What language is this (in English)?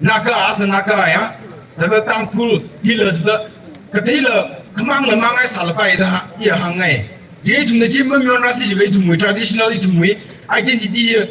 Tangkhul Naga (India)